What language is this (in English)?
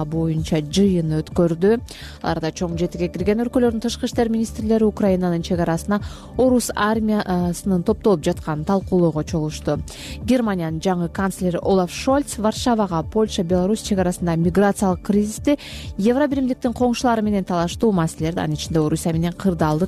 Kyrgyz